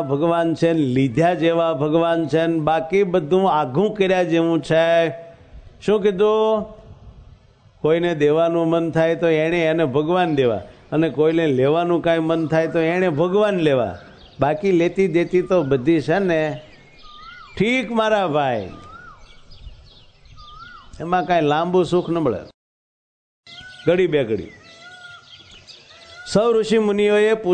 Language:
Gujarati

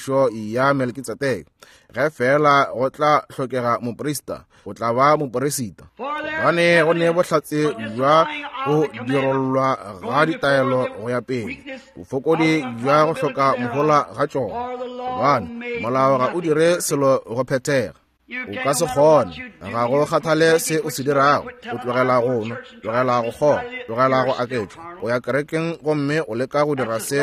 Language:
Northern Sotho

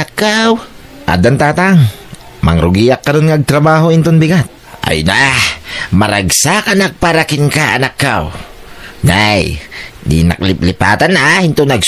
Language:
Iloko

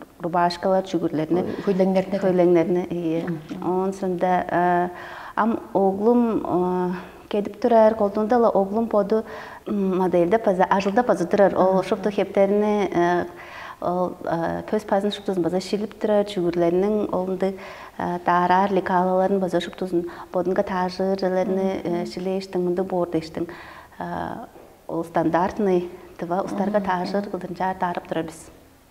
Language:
Tuvinian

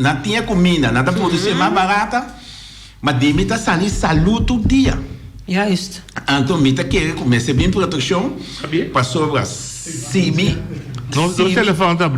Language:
Papiamento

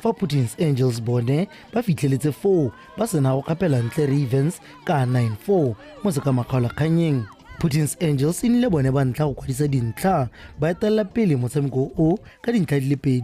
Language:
Tswana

